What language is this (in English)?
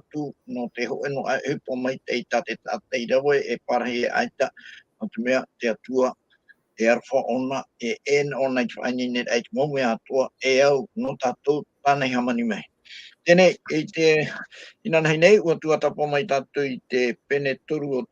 Tahitian